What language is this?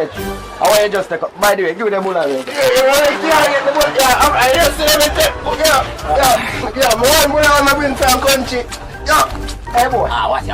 Jamaican Creole English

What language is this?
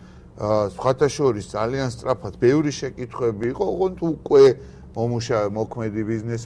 Georgian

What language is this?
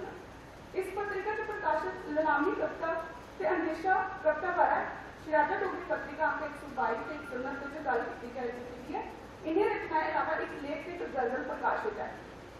Dogri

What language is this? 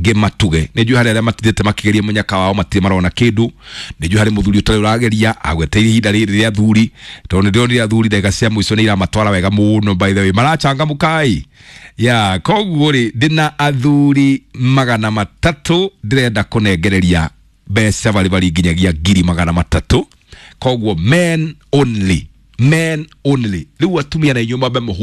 Kikuyu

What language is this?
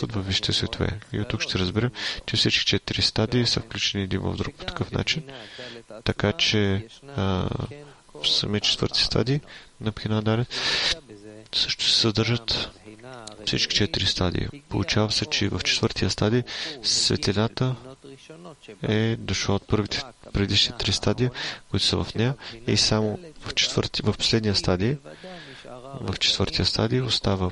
Bulgarian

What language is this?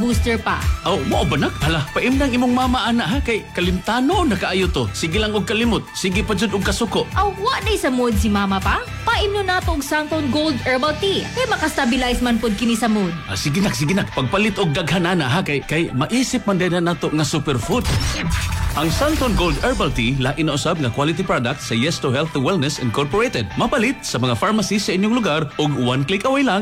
Cebuano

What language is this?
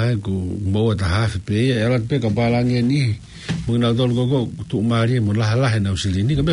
Tongan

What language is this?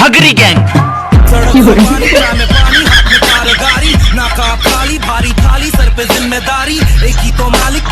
Chhattisgarhi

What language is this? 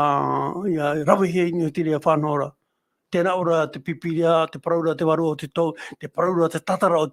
Tahitian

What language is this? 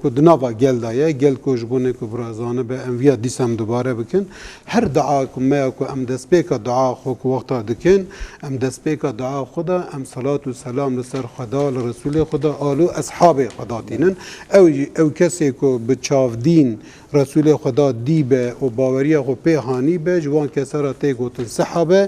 Kurdish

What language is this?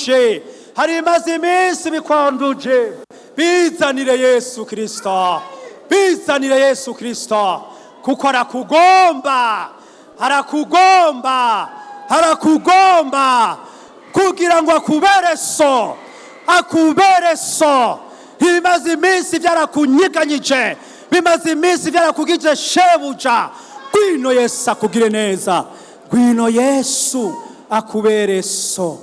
Rundi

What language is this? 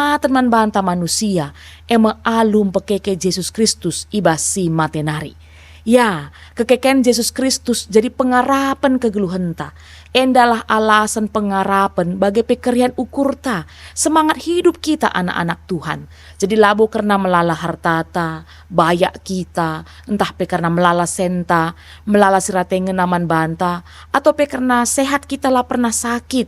Batak Karo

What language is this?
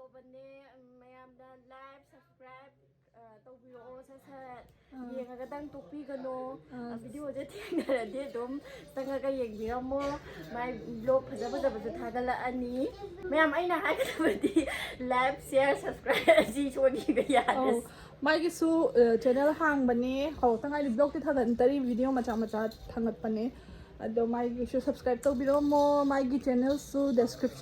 Manipuri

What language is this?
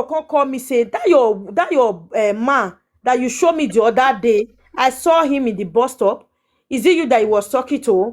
Nigerian Pidgin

